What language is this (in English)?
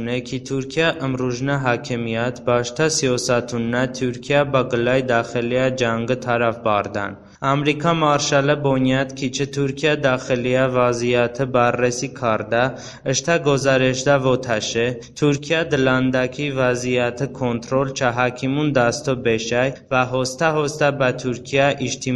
Talysh